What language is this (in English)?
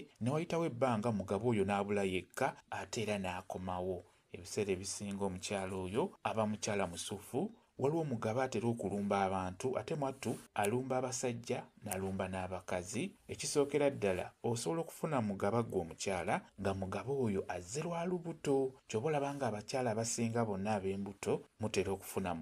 Ganda